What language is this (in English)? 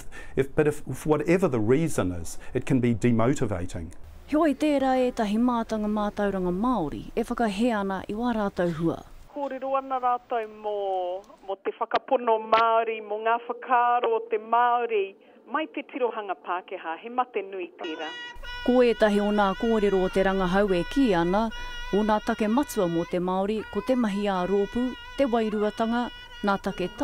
Māori